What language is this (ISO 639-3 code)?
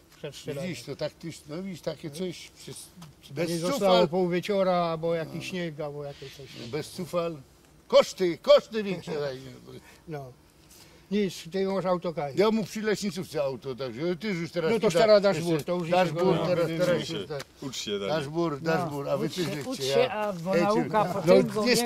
szl